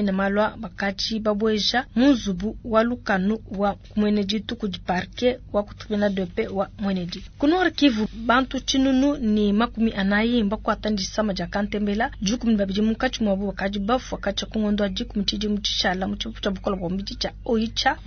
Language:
Luba-Lulua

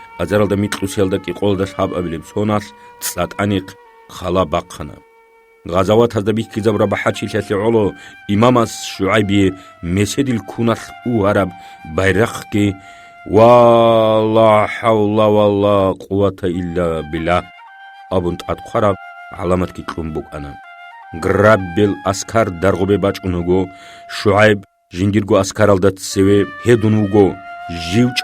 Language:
Avaric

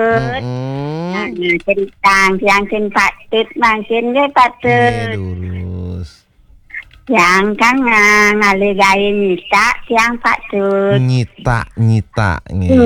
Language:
Balinese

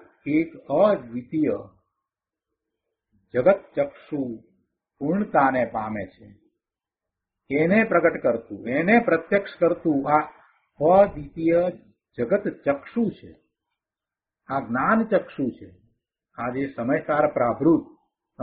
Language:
Gujarati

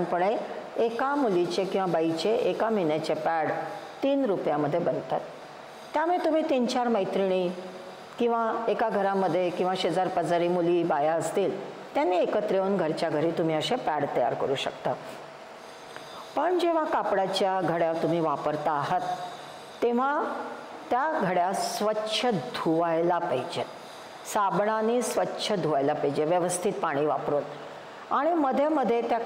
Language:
Marathi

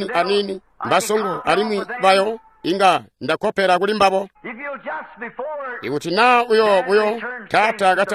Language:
Tonga (Zambia)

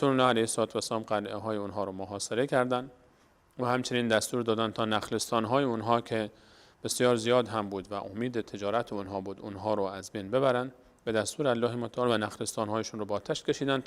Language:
Persian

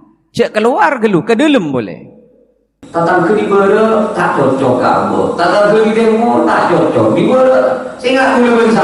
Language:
Madurese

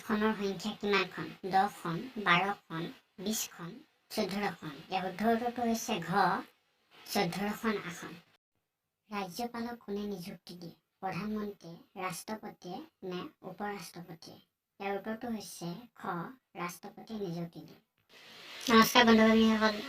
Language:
Assamese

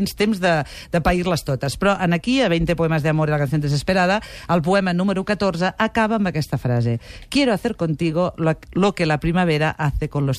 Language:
Catalan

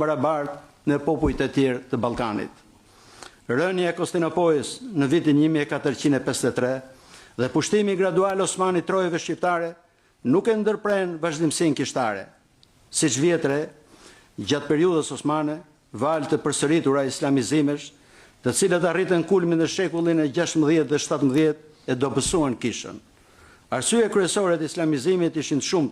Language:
Albanian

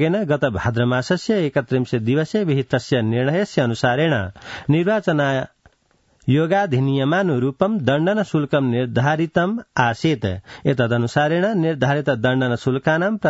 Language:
Sanskrit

